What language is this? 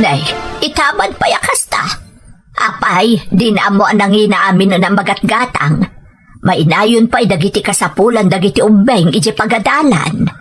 Iloko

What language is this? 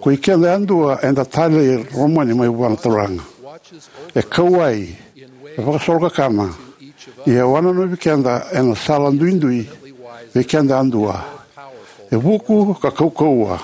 Fijian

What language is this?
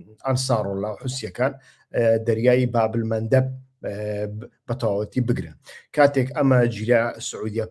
Central Kurdish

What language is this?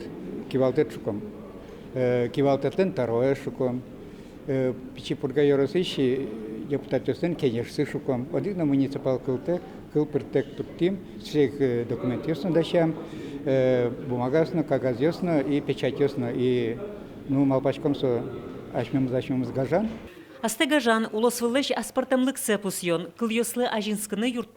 Udmurt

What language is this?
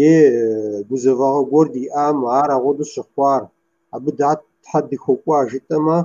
Kabardian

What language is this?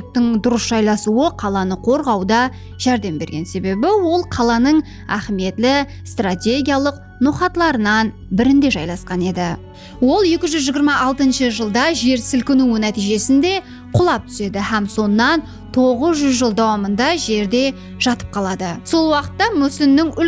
Kara-Kalpak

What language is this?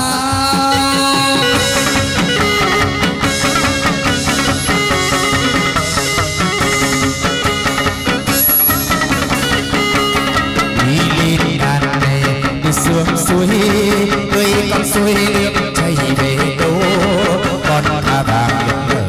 Vietnamese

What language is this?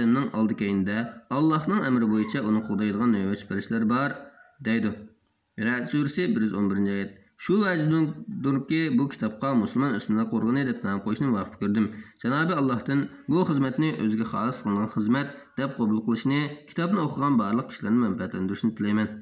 Uyghur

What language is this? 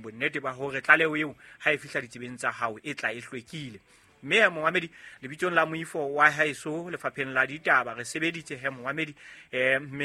Southern Sotho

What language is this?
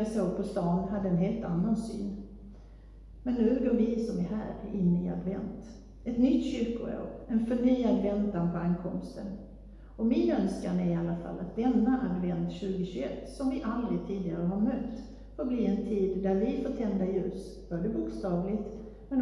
Swedish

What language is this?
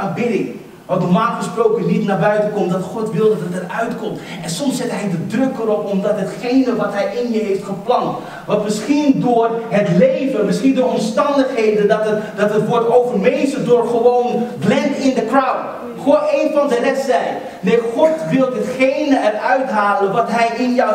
Dutch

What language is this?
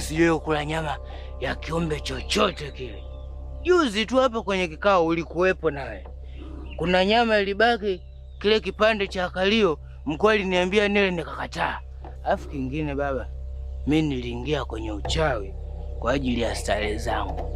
Swahili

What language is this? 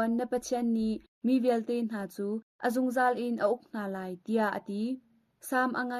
Hakha Chin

